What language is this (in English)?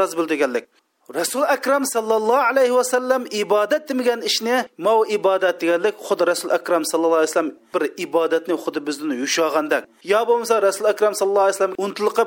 Uyghur